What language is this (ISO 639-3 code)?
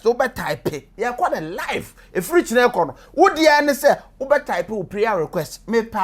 aka